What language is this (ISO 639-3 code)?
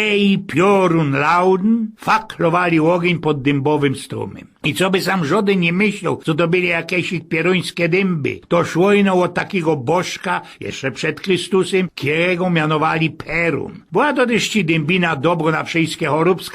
szl